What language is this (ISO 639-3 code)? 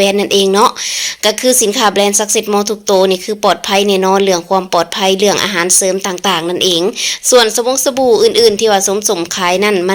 lao